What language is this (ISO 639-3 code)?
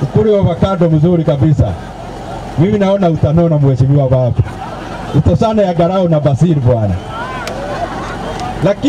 swa